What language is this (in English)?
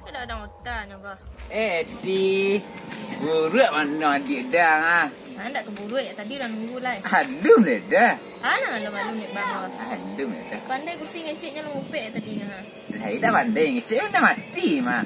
Minangkabau